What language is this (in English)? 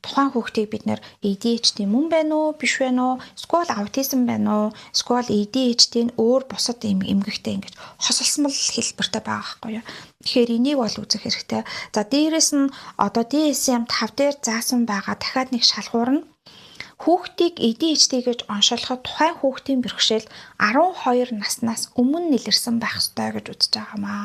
Mongolian